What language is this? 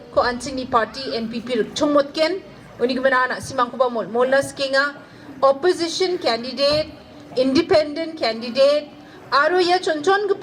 Garo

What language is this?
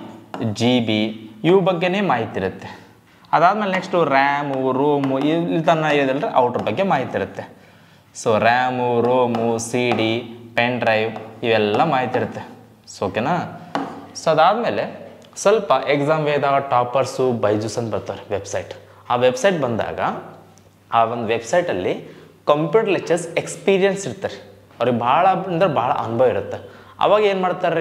Kannada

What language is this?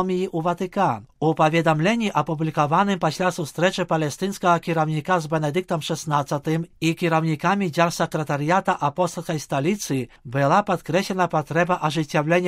Belarusian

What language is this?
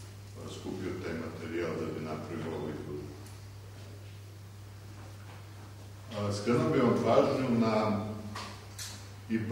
Serbian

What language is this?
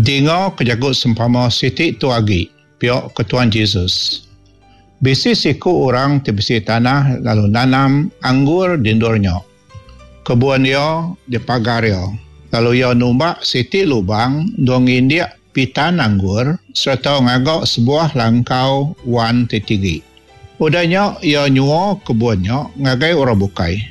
Iban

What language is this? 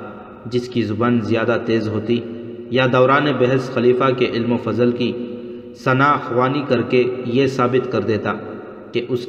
Urdu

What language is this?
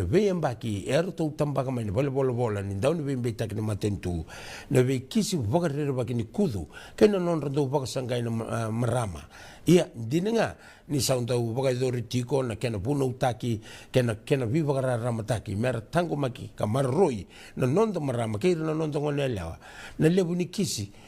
Fijian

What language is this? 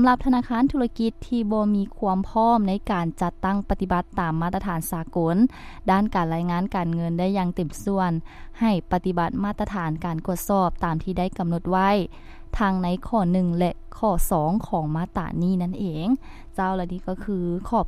Lao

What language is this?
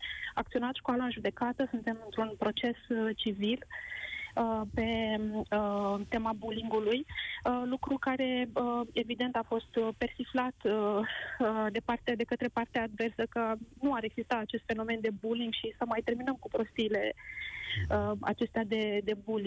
Romanian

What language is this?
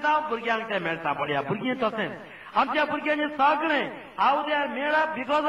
Konkani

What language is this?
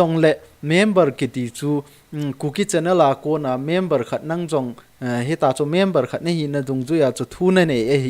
Thado Chin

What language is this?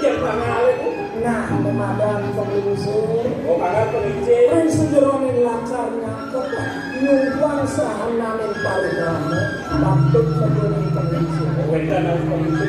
Balinese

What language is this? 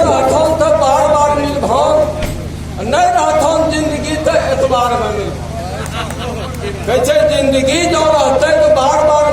Angika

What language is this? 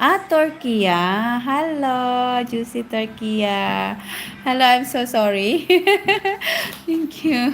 Cebuano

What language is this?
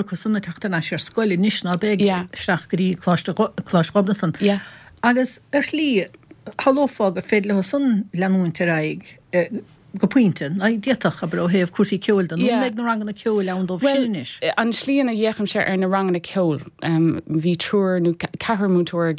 Irish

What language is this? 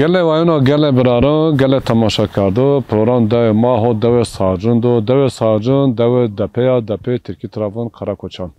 Zaza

